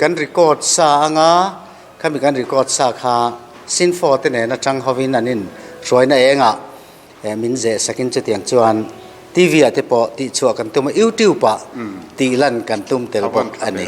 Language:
Mizo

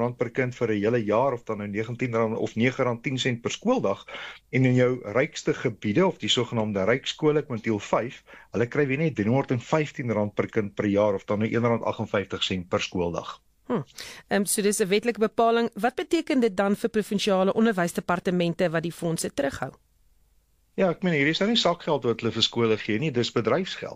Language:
Afrikaans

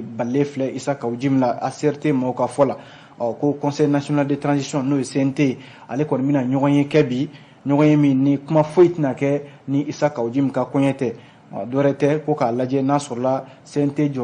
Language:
Bambara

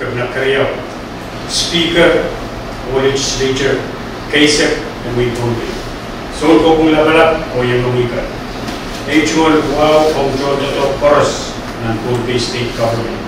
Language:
Pohnpeian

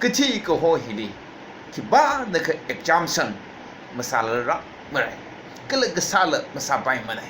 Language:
Tangkhul Naga (India)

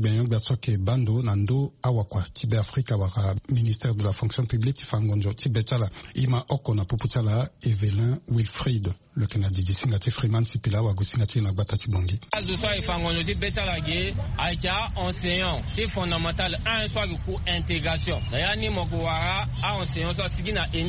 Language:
Sango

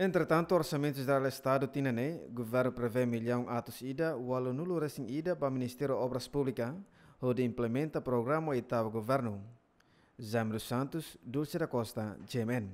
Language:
Tetum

